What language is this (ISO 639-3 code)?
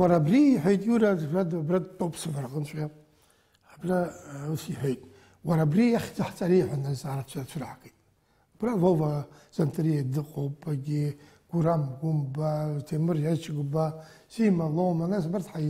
abk